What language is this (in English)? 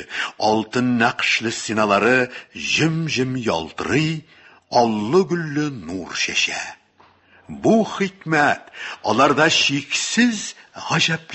Tatar